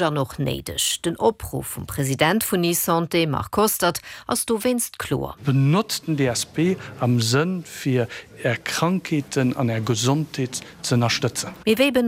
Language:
Luxembourgish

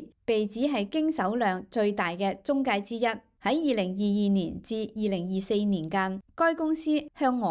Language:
Cantonese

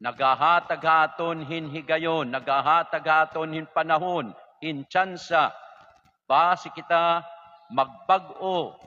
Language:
Waray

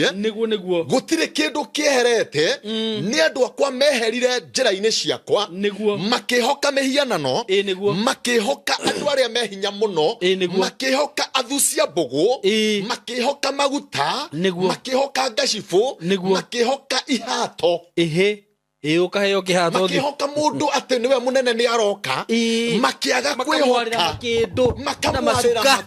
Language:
Kikuyu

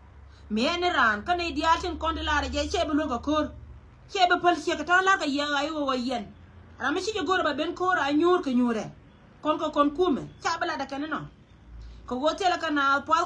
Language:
Nuer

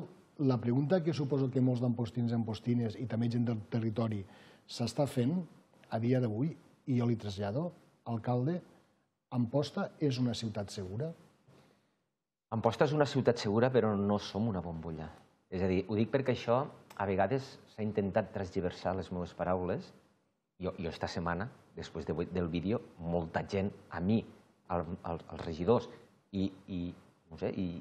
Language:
Catalan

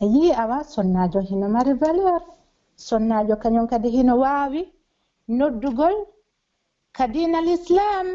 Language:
Pular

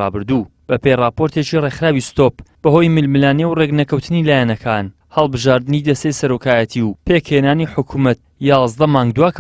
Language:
Central Kurdish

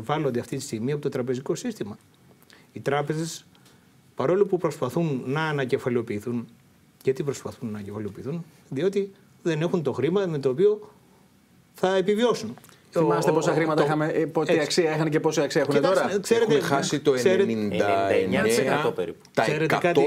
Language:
Greek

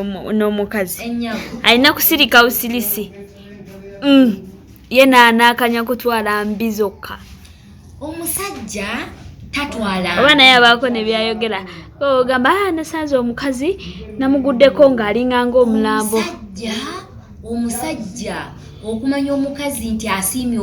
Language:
Ganda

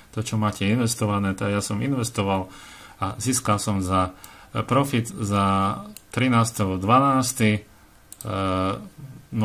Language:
Slovak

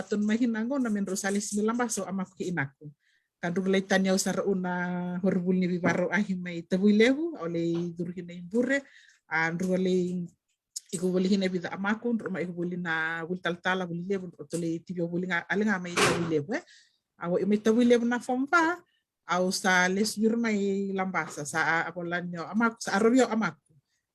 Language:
Fijian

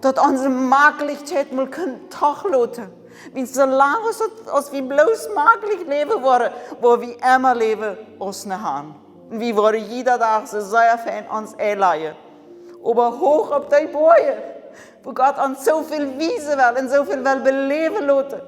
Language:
Plautdietsch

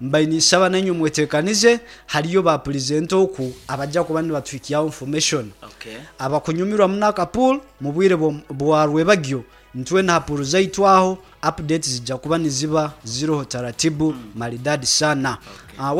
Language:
Nyoro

